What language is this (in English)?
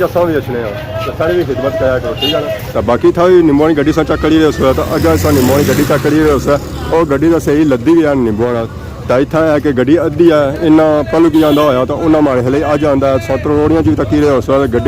Pahari-Potwari